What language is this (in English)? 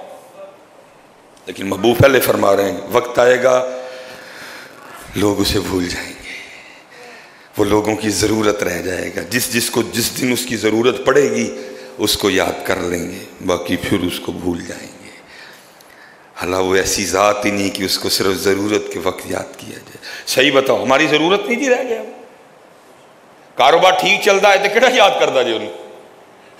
Urdu